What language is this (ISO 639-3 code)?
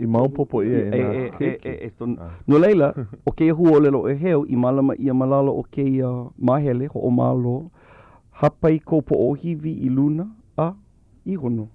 haw